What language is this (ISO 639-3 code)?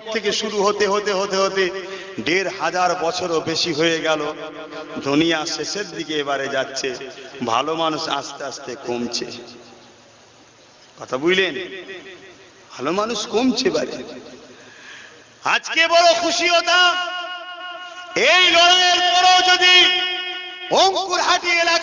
ben